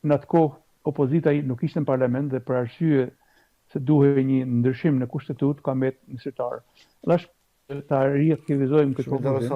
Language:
Albanian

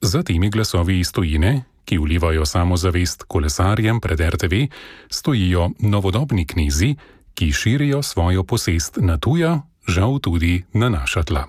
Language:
Slovenian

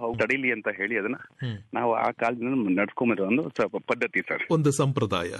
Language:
Kannada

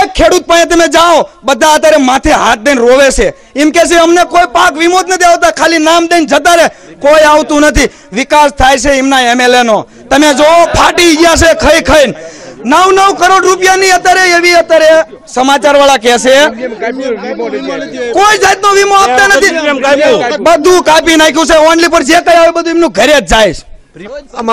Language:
Gujarati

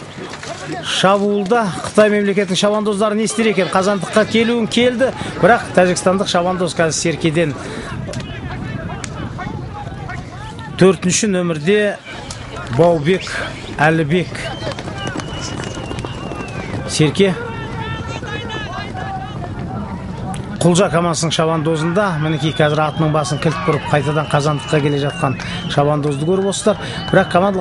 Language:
Kazakh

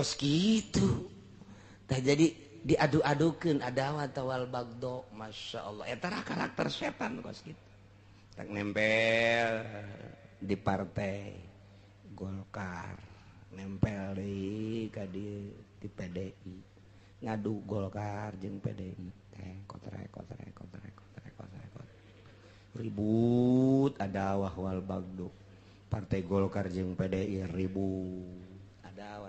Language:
Sundanese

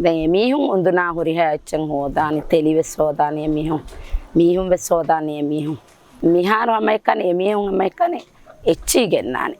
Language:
Divehi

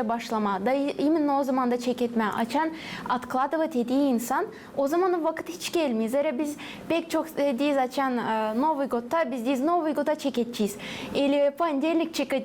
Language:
Gagauz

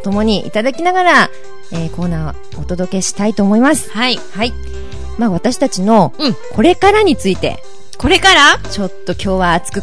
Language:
Japanese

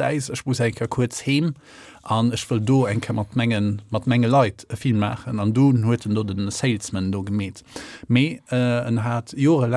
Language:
Luxembourgish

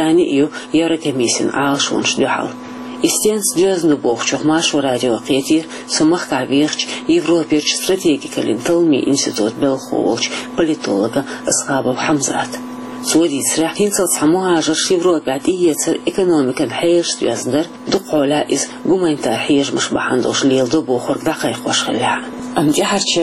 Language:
Chechen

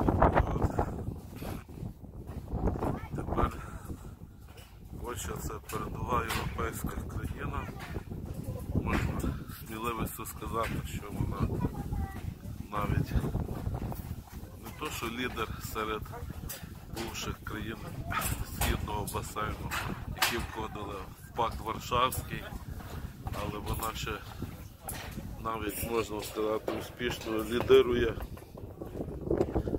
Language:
Ukrainian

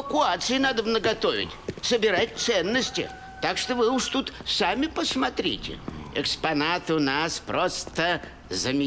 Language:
Russian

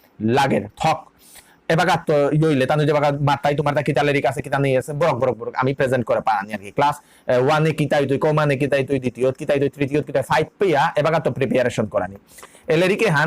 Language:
Bishnupriya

